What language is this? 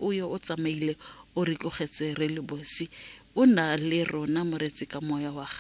Tswana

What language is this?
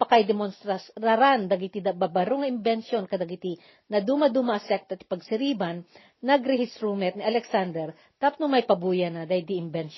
Iloko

